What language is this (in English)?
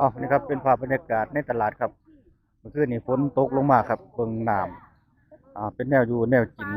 Northeastern Thai